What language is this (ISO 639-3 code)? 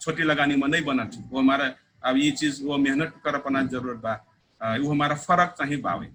thl